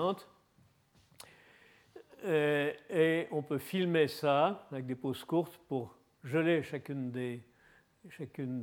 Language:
French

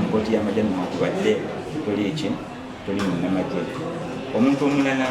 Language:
Ganda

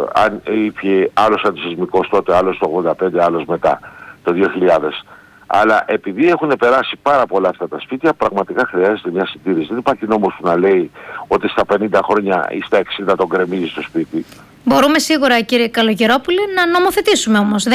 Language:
Greek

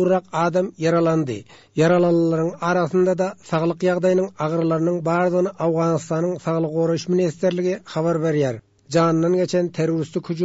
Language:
Turkmen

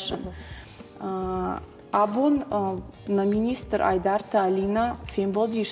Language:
Ossetic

